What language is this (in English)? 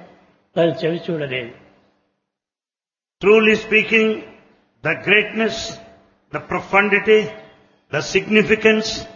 Telugu